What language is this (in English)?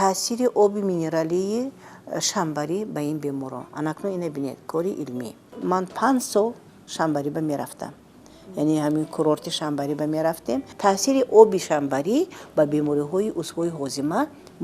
Tajik